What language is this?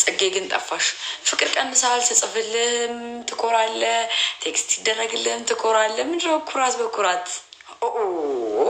Amharic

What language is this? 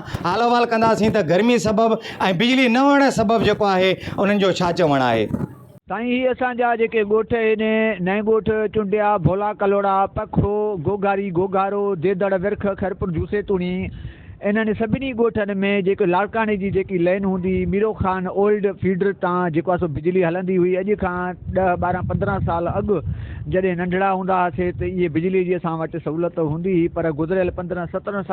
Sindhi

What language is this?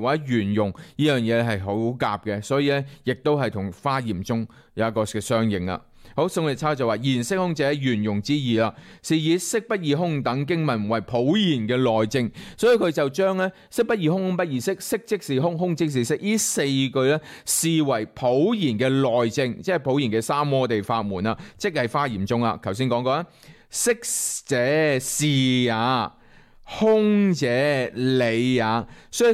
Cantonese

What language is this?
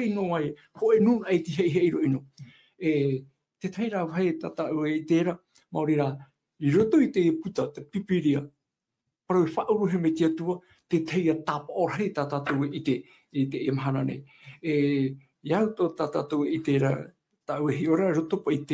Tahitian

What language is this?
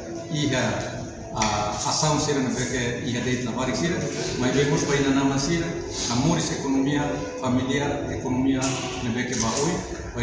Tetum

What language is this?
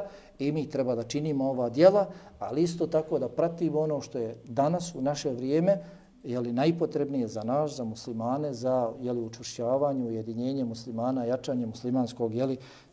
Bosnian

